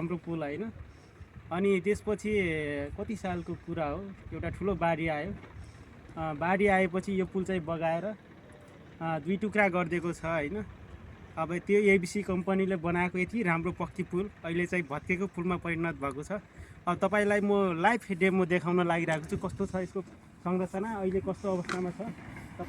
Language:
Nepali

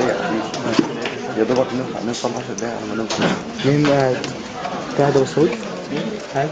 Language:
Egyptian Arabic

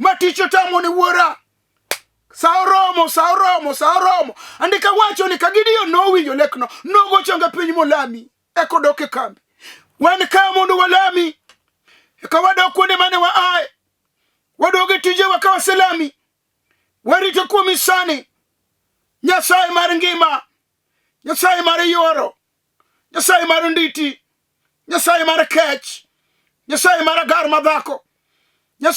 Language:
Luo (Kenya and Tanzania)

